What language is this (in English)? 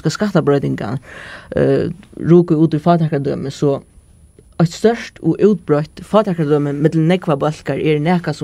Faroese